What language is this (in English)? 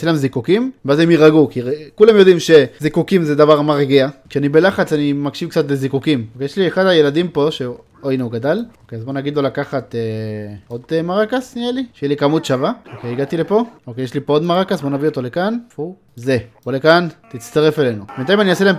Hebrew